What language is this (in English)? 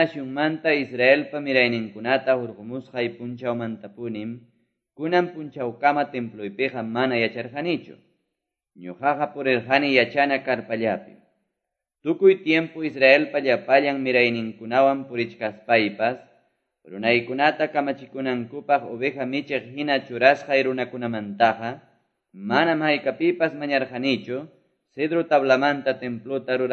Quechua